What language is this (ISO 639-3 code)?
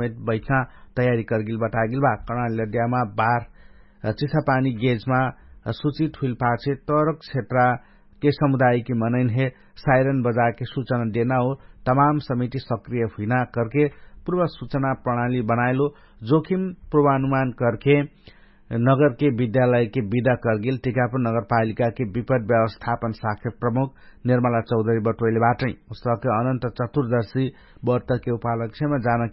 thl